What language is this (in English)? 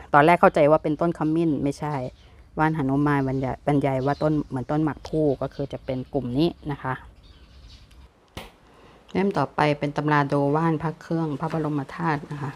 Thai